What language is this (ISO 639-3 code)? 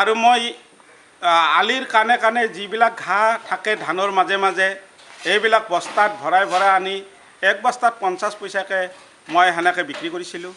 asm